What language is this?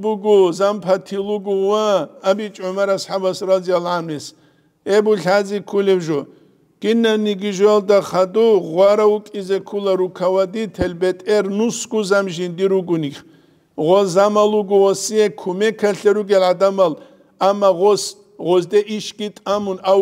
Avaric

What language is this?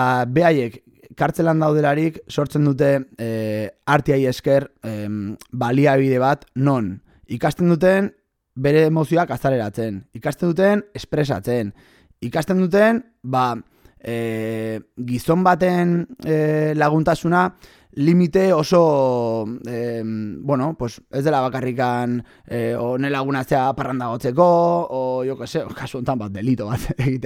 Basque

